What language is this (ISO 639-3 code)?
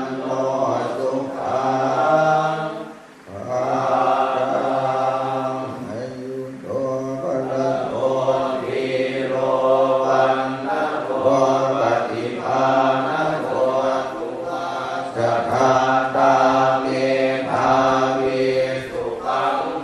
pli